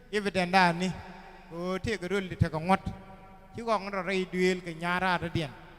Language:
Nuer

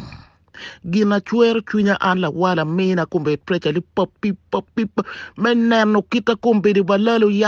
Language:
Acoli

